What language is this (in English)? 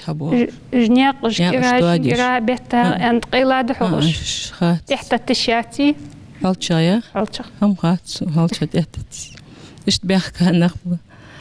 Ingush